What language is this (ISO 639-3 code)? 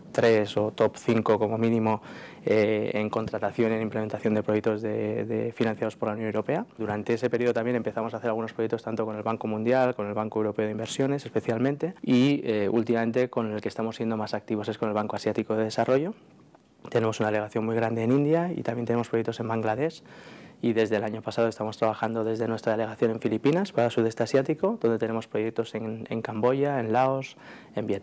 spa